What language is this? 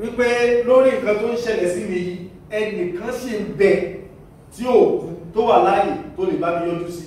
Yoruba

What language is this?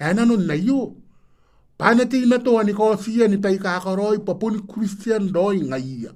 Gilbertese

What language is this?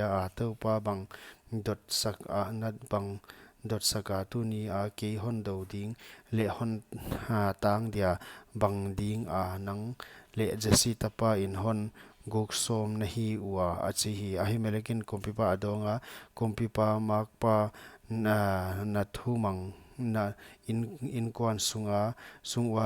Paite Chin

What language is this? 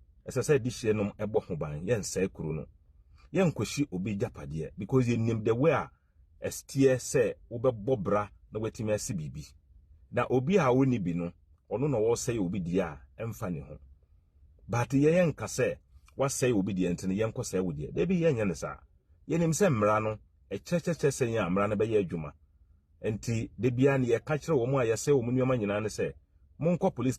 Akan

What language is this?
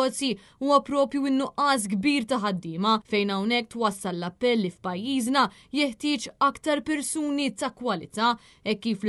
Maltese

